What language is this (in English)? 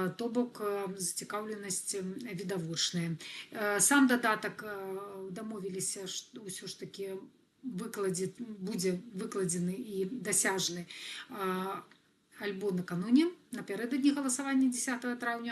Belarusian